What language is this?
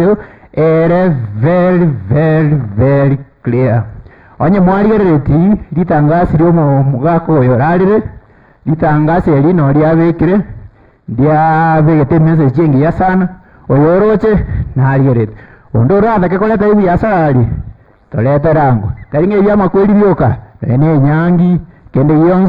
Gusii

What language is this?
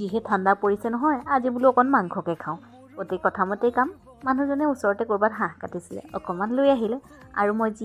Assamese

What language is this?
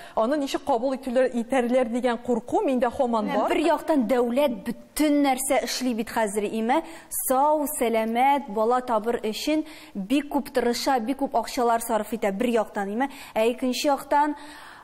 Tatar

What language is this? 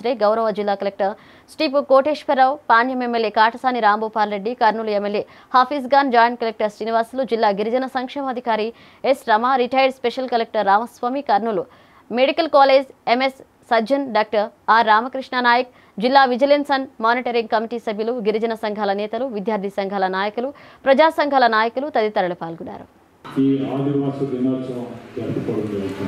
Telugu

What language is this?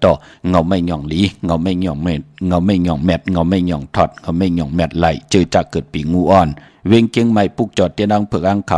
Shan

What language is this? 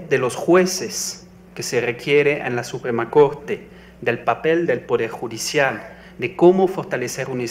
Spanish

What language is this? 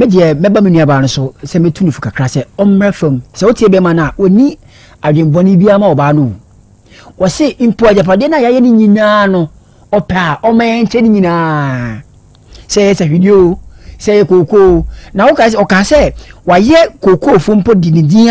Akan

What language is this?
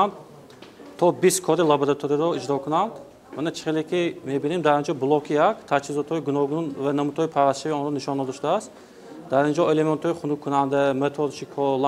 Tajik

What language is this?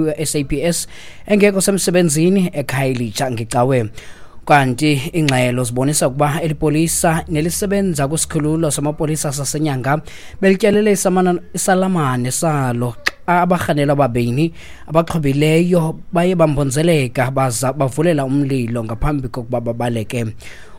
Xhosa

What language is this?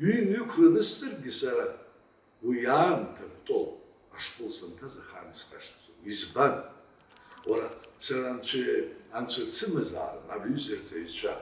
Abkhazian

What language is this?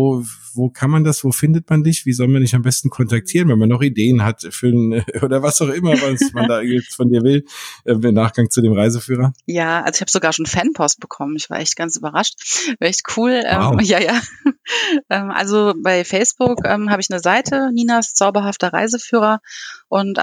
German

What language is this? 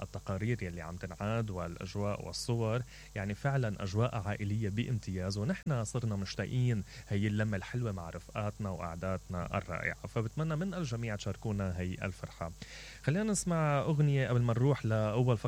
Mesopotamian Arabic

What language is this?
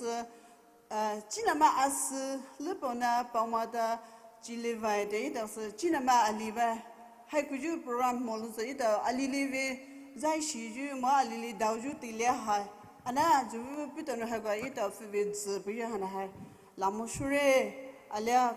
Poumei Naga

